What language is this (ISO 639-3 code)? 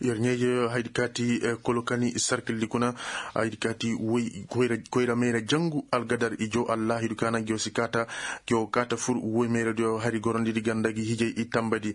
ses